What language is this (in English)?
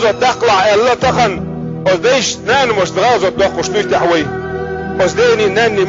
Chechen